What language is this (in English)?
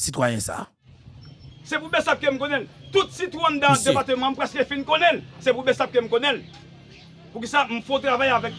Haitian Creole